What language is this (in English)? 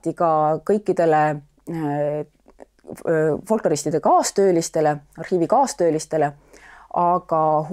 Estonian